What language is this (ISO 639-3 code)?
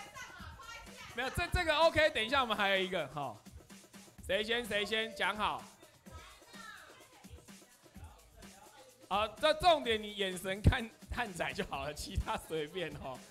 zho